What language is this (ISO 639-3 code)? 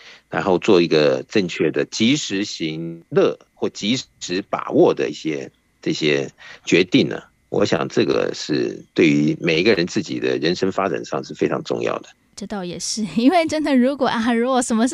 zho